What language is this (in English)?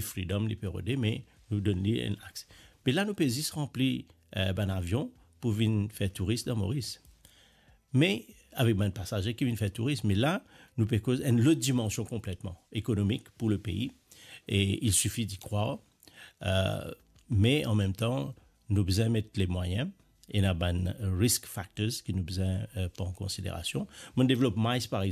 Morisyen